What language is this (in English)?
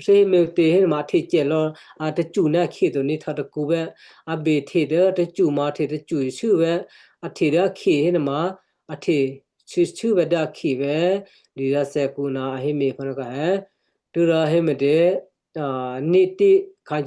Western Kayah